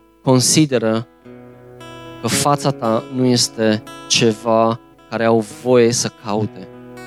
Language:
Romanian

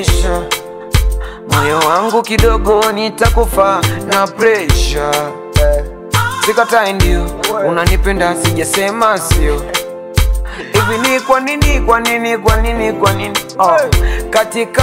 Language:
Swahili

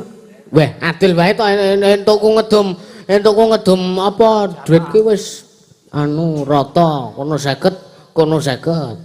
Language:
Javanese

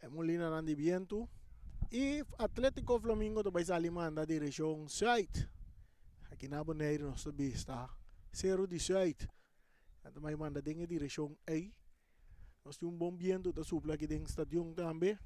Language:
Papiamento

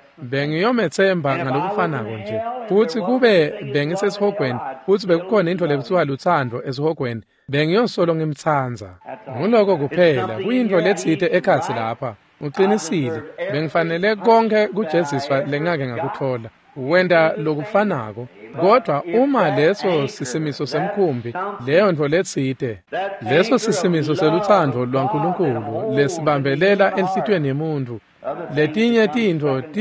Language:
Swati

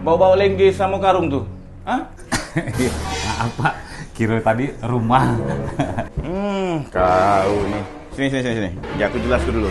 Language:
Musi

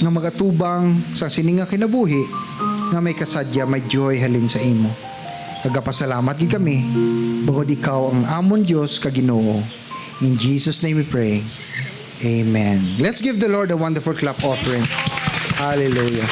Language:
Hiligaynon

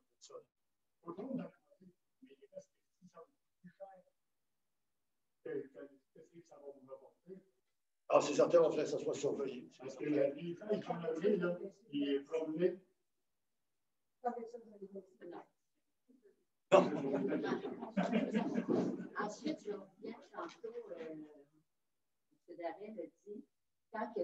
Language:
French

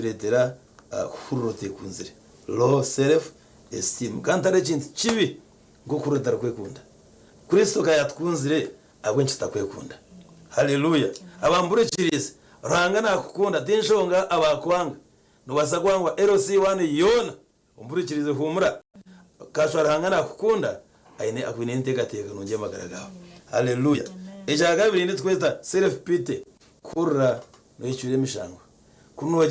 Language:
Nyankole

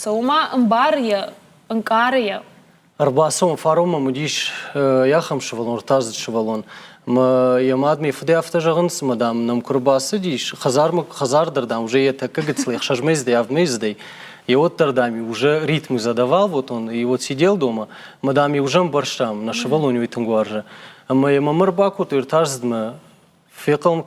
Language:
Ossetic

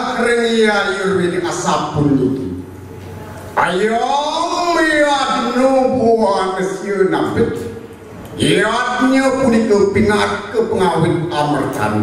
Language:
Balinese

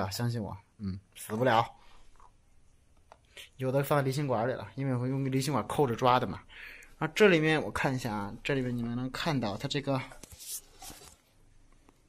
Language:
Chinese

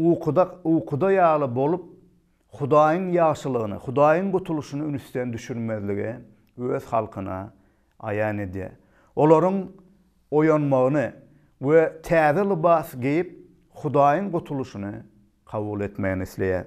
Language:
Turkmen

